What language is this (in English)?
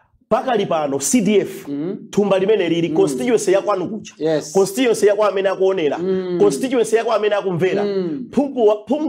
Nyanja